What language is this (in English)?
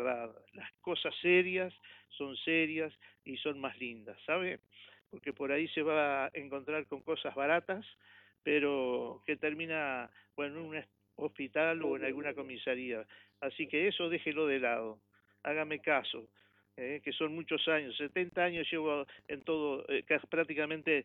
Spanish